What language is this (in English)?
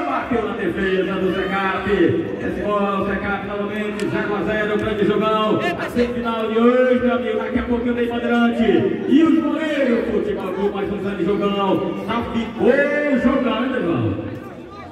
Portuguese